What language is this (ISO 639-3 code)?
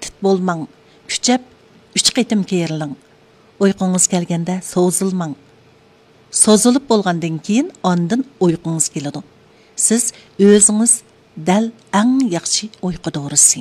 uig